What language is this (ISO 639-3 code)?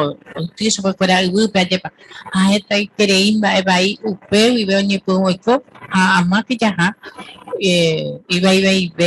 grn